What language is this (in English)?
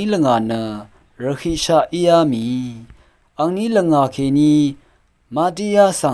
Rawang